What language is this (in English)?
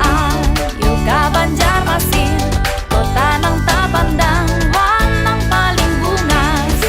Banjar